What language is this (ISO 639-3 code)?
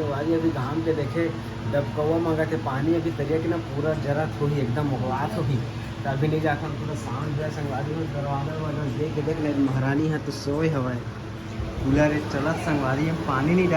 hne